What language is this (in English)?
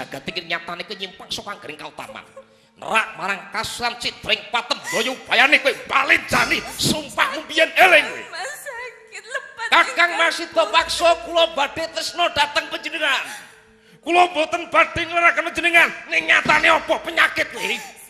Javanese